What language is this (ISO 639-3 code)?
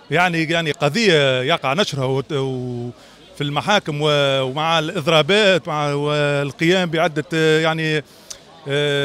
aeb